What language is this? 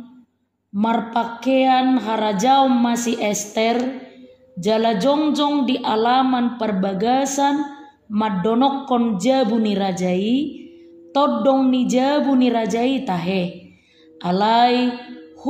Batak Toba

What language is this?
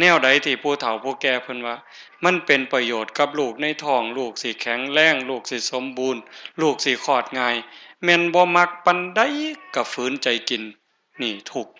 Northeastern Thai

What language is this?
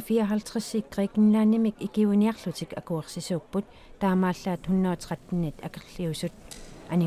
Kalaallisut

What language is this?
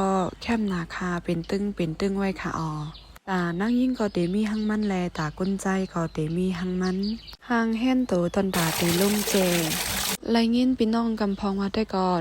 Shan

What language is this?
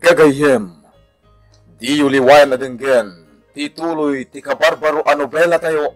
Iloko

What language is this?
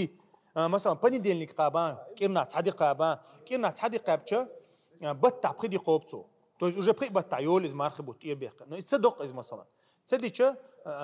Chechen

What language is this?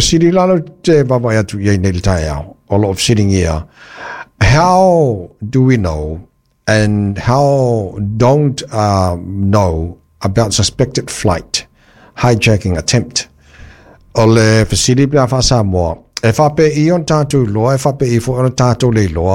Samoan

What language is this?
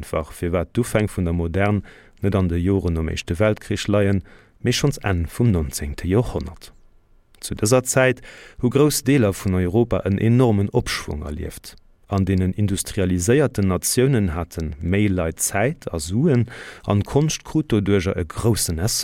Luxembourgish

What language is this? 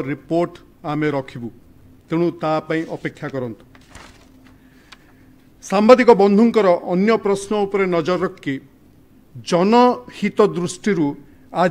Odia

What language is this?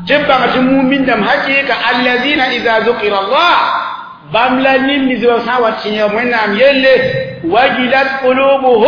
Mossi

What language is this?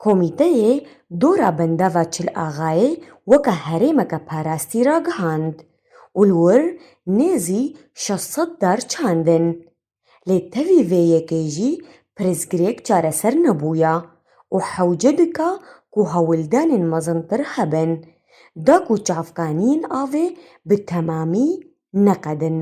Kurdish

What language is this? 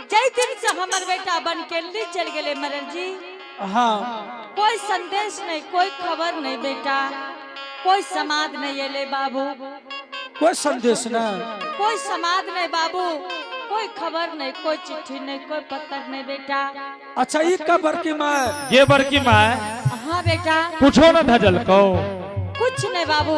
Angika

